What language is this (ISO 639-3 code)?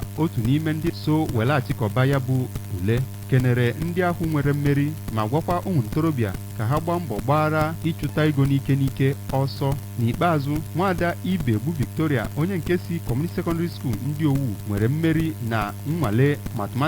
ibo